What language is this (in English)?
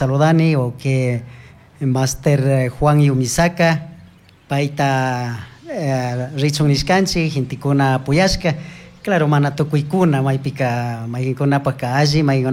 Chimborazo Highland Quichua